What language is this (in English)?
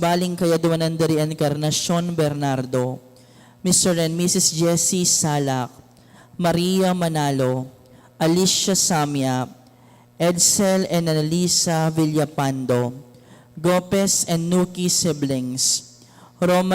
Pampanga